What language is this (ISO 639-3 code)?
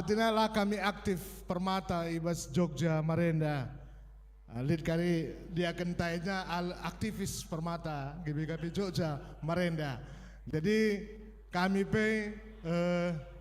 btx